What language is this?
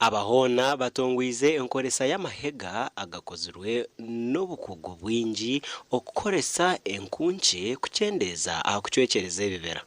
Nyankole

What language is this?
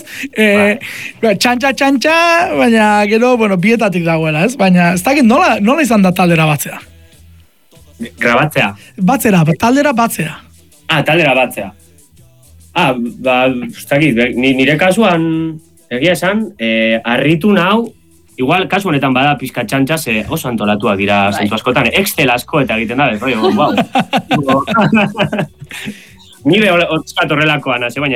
Basque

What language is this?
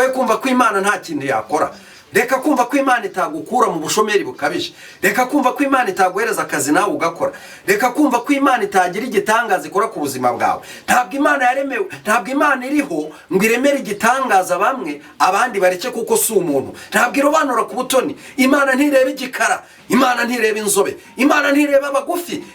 Kinyarwanda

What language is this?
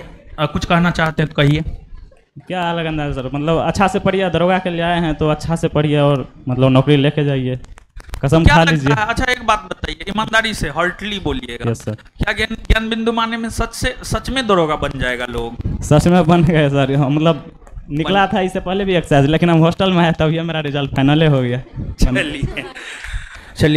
Hindi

